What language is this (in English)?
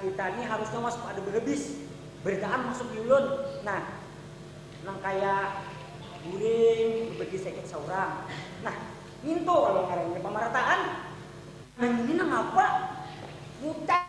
Banjar